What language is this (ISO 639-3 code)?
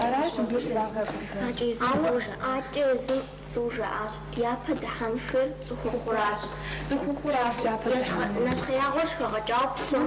kbd